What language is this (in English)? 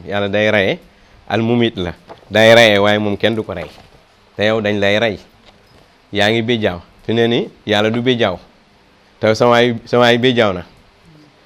Wolof